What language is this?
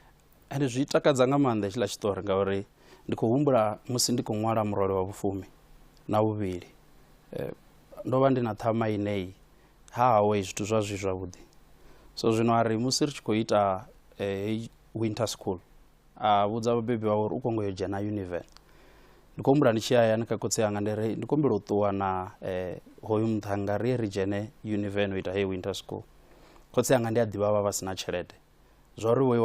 Venda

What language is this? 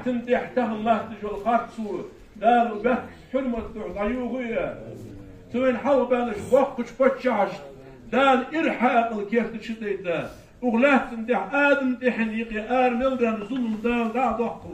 Ingush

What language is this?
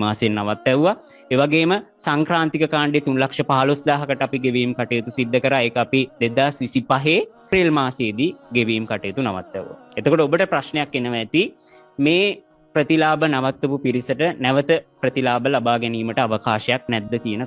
Sinhala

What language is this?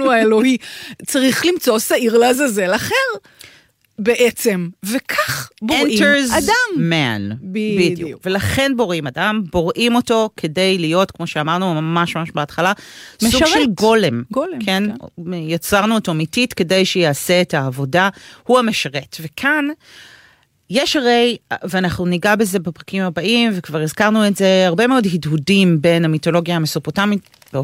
Hebrew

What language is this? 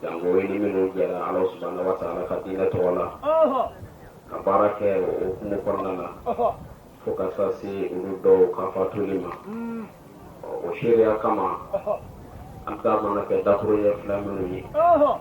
Bambara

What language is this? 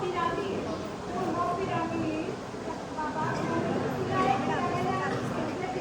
Konkani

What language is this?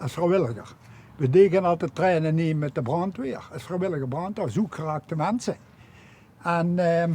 Limburgish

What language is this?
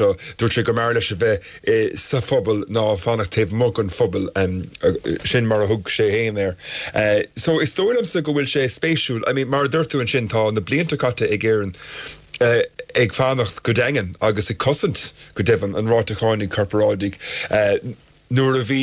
Irish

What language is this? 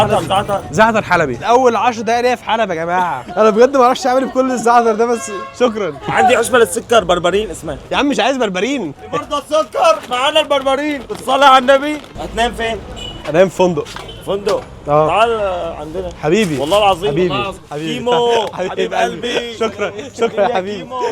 Egyptian Arabic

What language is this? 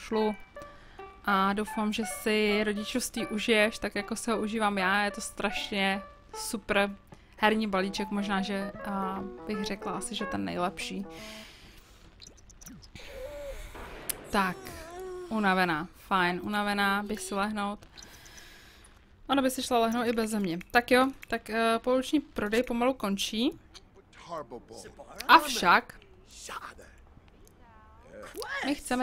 Czech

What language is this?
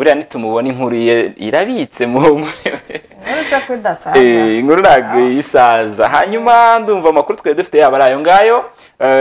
Kinyarwanda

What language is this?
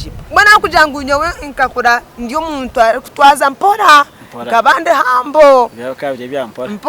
Nyankole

